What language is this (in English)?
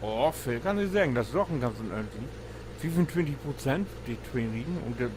Low German